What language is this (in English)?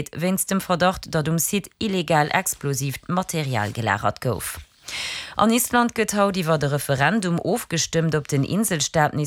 Luxembourgish